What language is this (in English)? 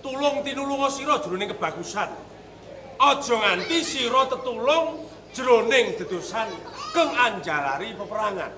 Javanese